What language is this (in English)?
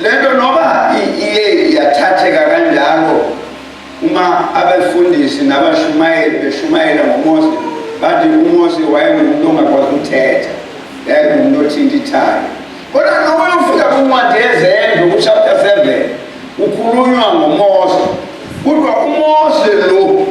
Zulu